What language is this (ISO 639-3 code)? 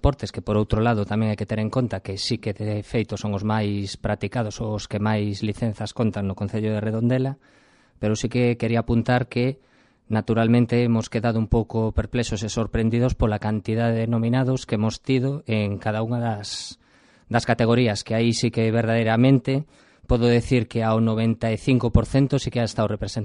glg